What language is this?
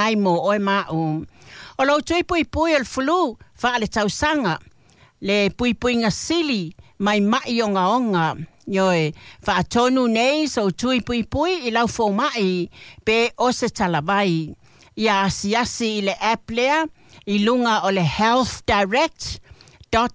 Samoan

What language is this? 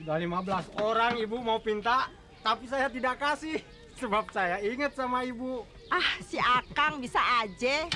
Betawi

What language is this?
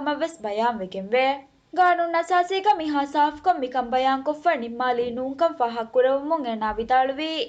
Divehi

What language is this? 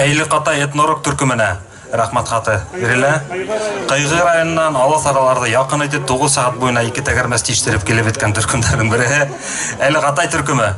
Bashkir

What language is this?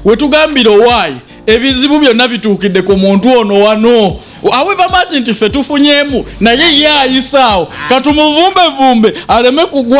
Ganda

